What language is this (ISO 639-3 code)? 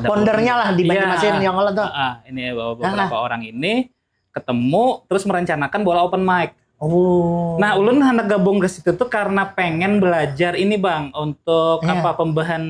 bjn